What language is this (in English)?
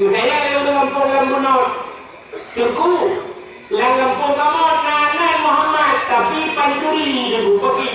Achinese